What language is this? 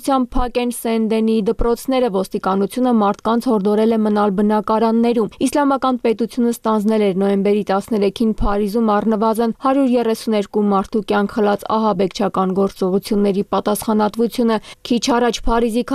Armenian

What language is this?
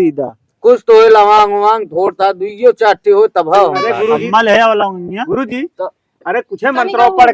Awadhi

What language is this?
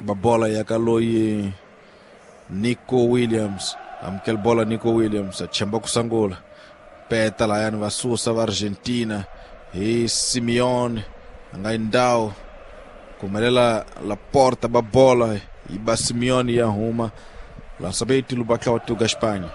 Tsonga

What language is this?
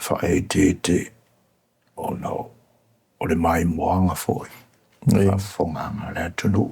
Samoan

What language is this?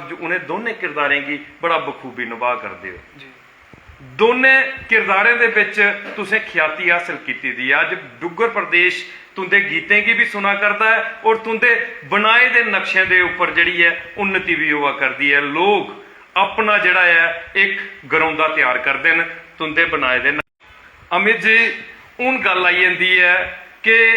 Dogri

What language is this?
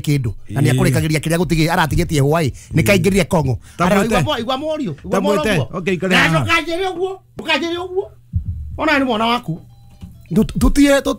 Kikuyu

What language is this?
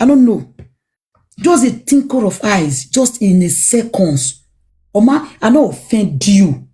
Nigerian Pidgin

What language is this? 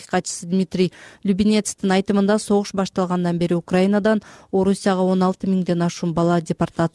Kyrgyz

